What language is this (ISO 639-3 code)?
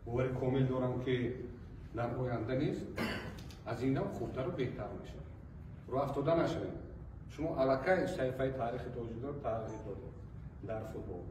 tgk